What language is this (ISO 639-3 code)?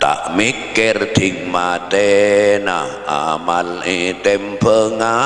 mad